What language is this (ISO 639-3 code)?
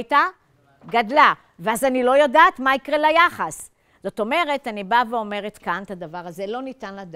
heb